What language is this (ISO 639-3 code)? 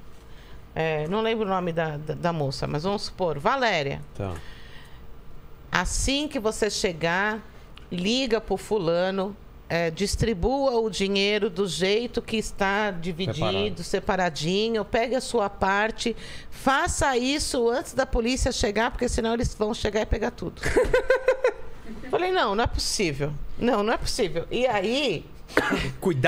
por